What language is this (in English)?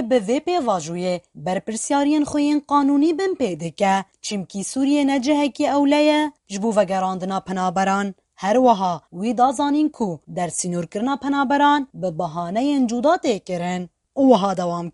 Kurdish